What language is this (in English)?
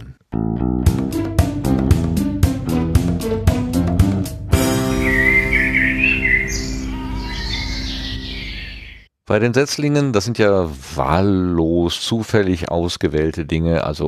German